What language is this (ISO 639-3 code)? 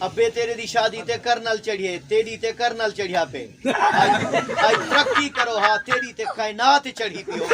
skr